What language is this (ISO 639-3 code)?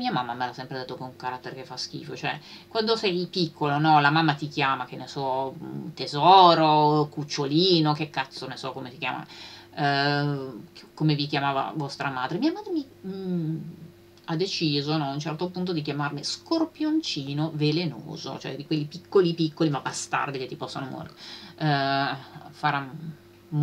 ita